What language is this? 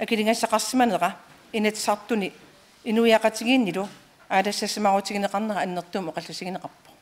Kalaallisut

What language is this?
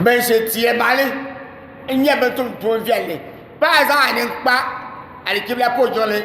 Dagbani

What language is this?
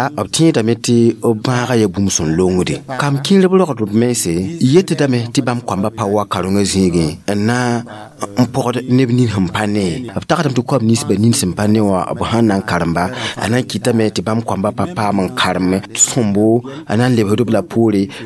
Mossi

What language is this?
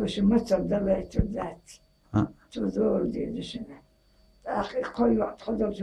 Chechen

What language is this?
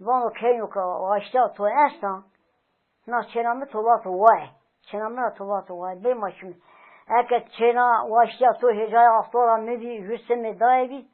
Zaza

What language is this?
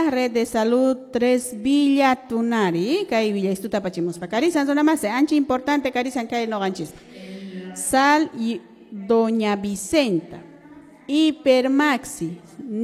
Quechua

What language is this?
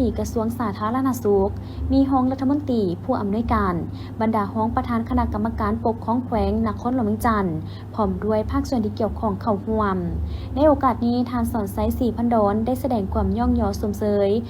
Lao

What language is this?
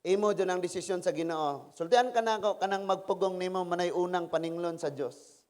Cebuano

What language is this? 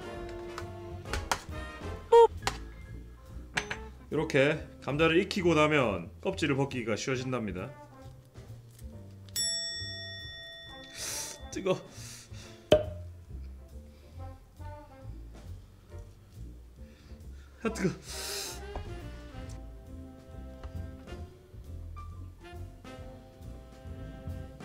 Korean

